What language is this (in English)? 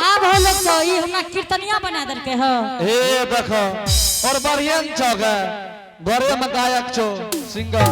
Angika